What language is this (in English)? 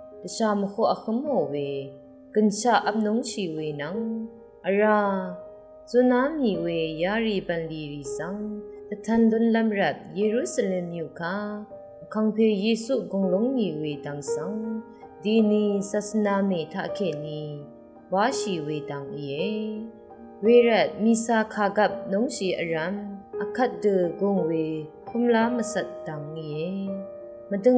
Rawang